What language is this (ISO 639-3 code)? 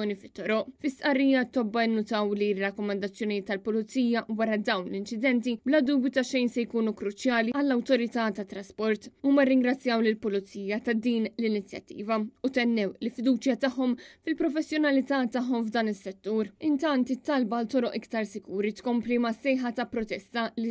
mlt